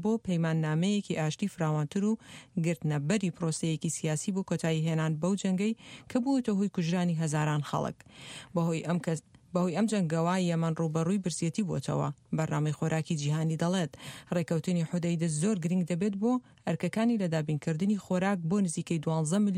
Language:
Central Kurdish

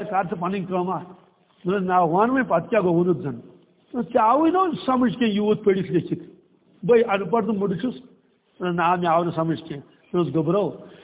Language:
Kashmiri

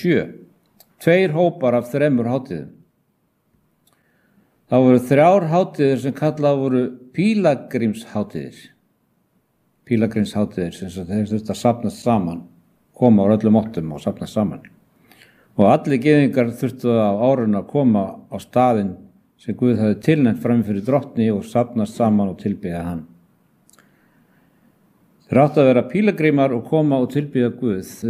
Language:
Icelandic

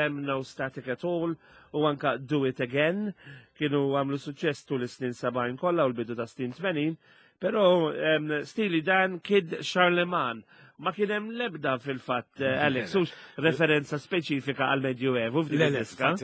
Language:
Maltese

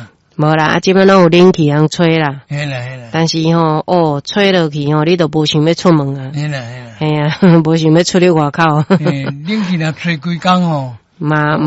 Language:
Min Nan Chinese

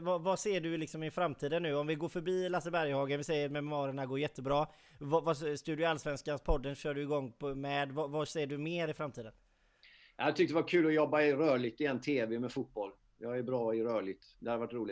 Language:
Swedish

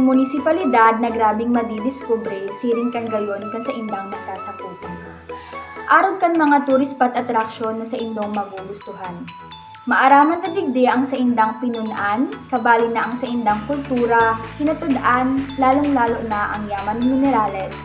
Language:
Bikol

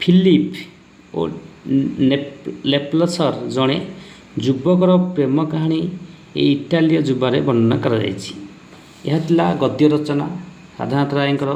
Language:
Odia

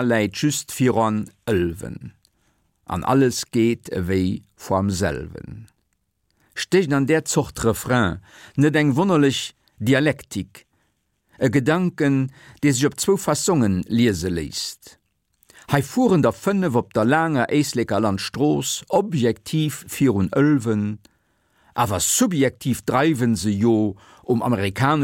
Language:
Luxembourgish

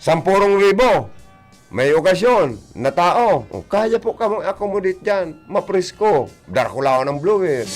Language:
Bikol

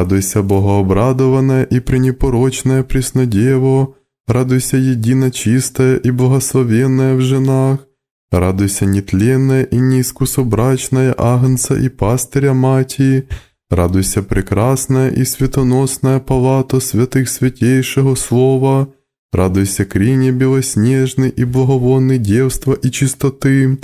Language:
Russian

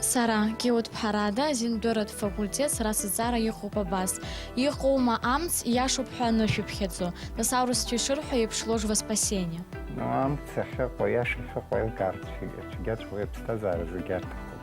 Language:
Abkhazian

